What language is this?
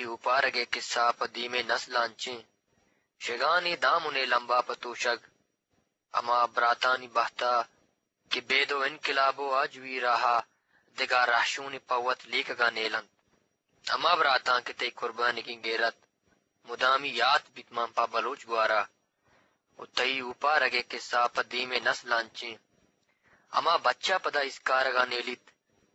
Eastern Balochi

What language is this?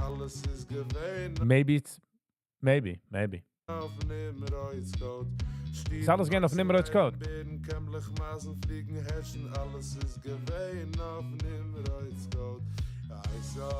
Yiddish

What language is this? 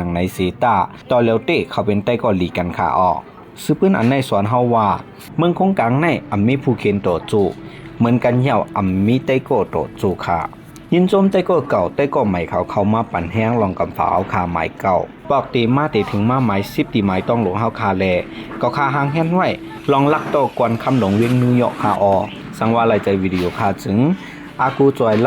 Shan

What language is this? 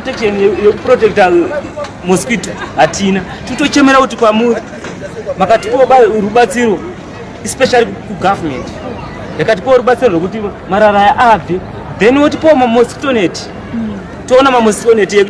Shona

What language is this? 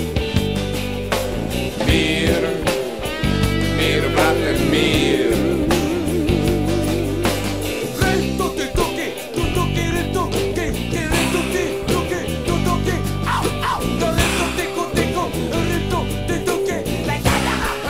Serbian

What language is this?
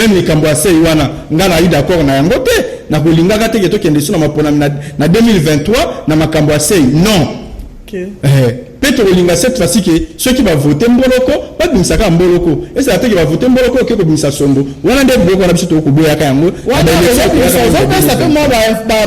Lingala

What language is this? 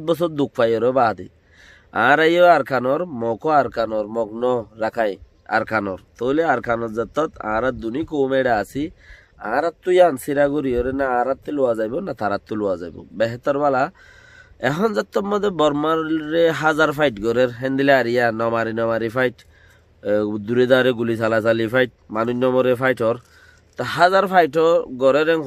Rohingya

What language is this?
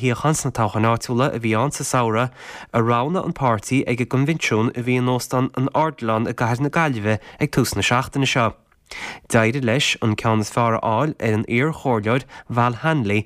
Irish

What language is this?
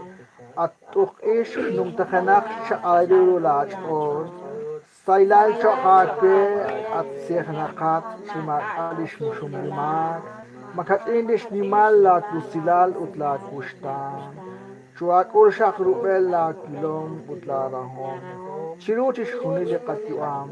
Kekchí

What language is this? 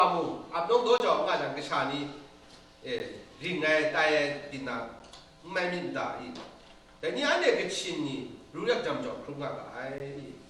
Kachin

